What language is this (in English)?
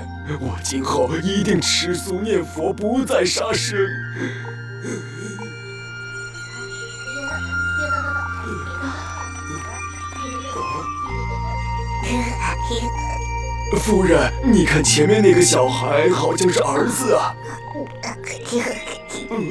Chinese